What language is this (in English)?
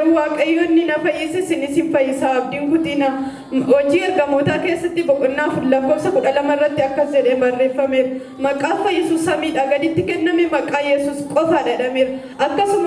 Oromo